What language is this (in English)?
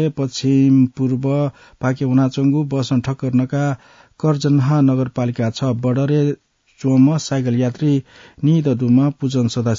Newari